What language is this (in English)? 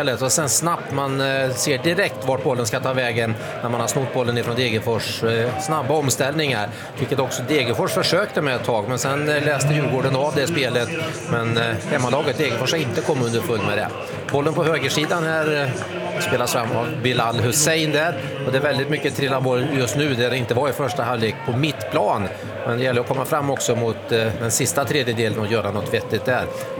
Swedish